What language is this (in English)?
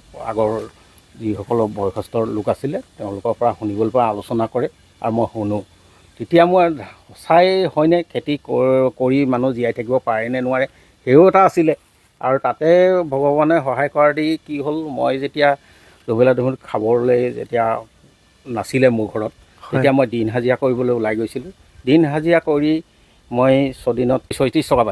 Assamese